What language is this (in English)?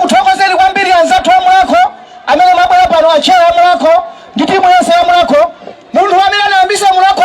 Nyanja